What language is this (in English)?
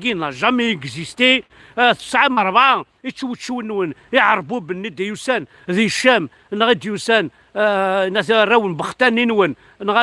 Kabyle